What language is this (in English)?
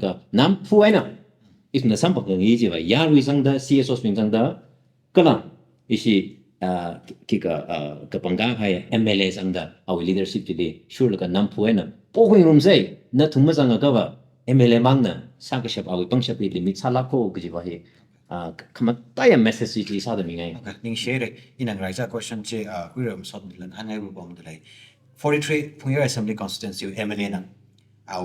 Tangkhul Naga (India)